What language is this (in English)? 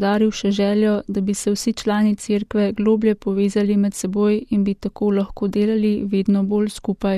Slovenian